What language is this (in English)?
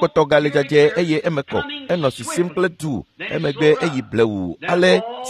Ewe